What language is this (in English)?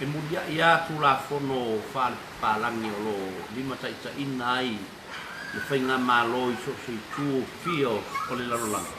Samoan